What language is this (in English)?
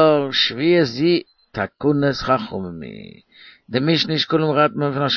Yiddish